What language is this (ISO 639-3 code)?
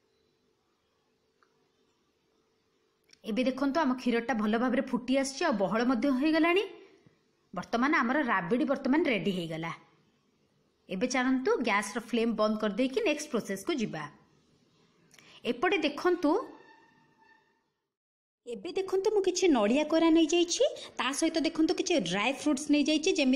ori